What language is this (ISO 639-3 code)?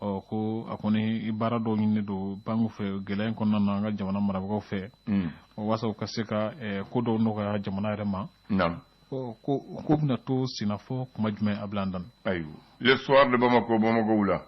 bam